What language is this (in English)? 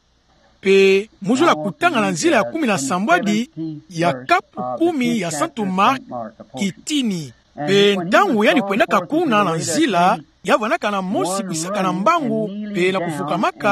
Kituba (Democratic Republic of Congo)